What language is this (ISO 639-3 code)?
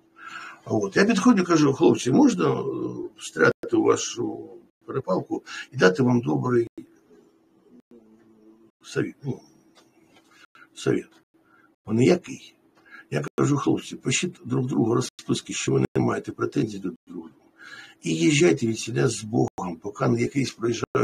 ukr